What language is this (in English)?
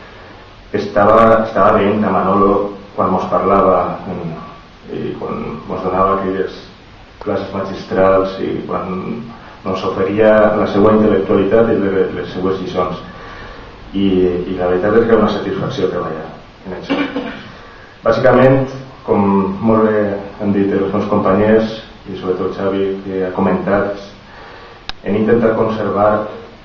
Catalan